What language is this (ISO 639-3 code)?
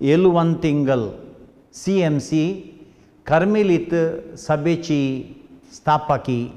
kok